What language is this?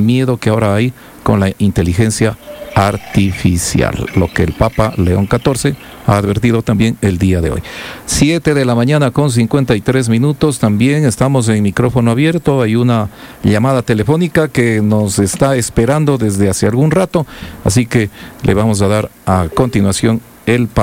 Spanish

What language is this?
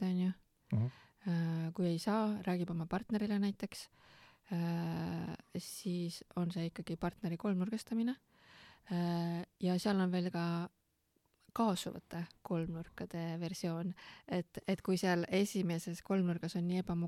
Estonian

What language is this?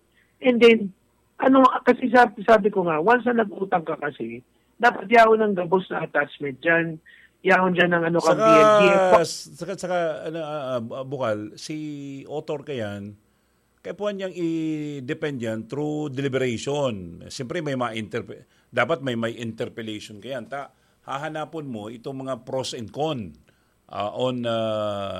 Bikol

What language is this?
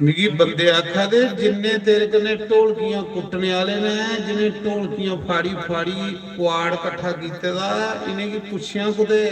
Dogri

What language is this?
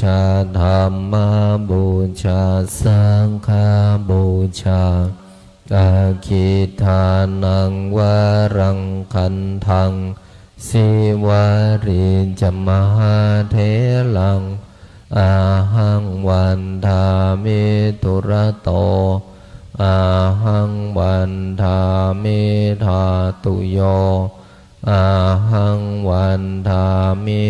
Pali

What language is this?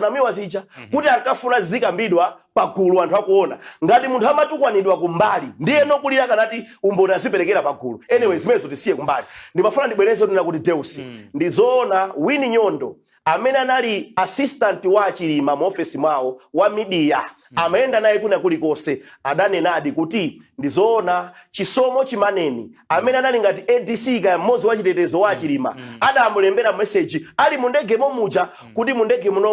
Nyanja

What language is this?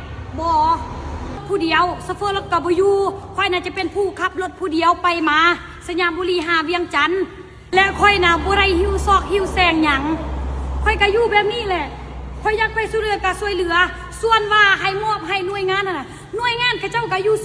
Lao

